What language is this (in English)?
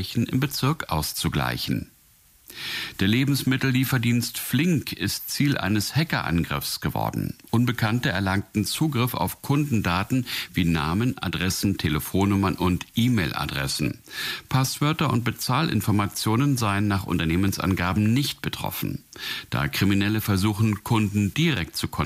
German